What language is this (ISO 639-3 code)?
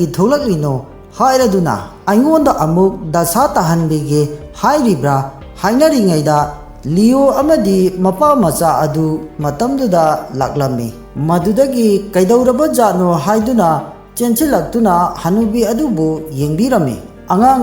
mni